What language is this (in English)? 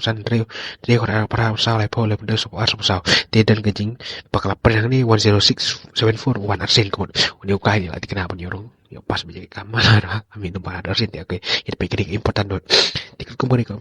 Khasi